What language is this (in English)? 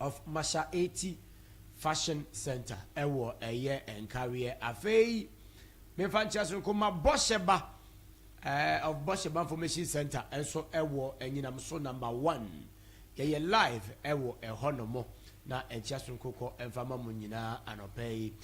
Akan